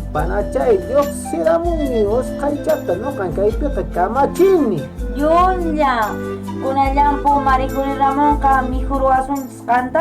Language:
Quechua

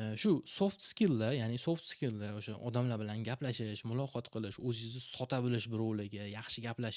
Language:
Uzbek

